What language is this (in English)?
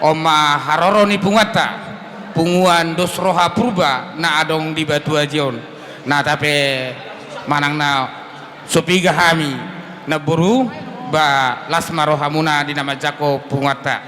Batak Toba